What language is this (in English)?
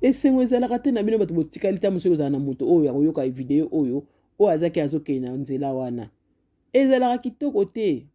Lingala